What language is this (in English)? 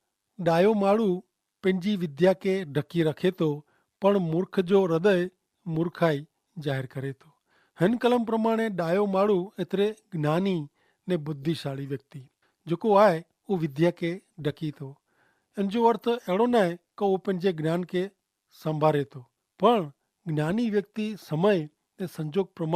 Kachhi